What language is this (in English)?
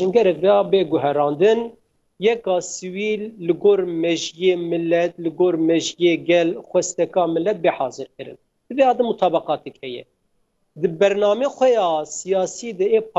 Kurdish